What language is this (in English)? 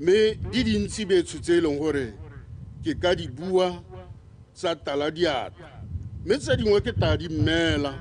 Tswana